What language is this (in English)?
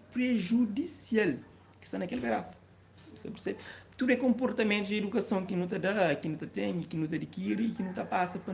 Kabuverdianu